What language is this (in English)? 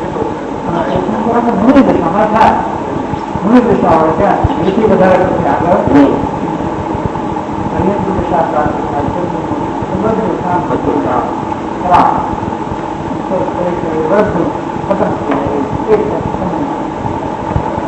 Gujarati